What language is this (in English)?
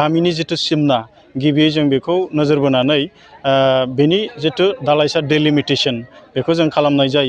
Bodo